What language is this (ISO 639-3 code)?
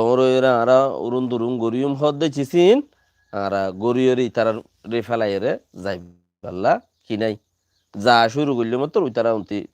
rhg